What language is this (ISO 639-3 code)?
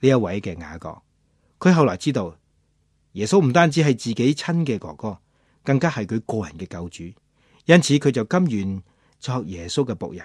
yue